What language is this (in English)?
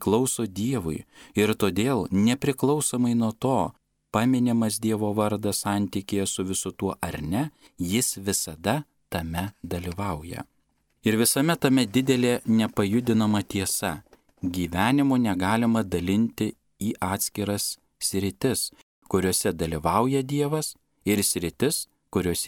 Lithuanian